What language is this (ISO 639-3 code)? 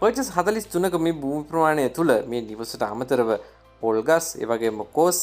sin